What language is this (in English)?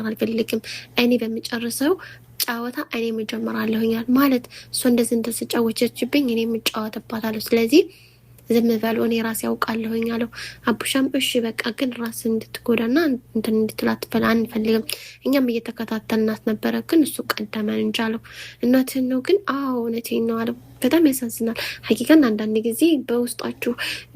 Amharic